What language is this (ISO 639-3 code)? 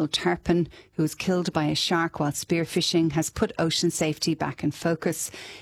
eng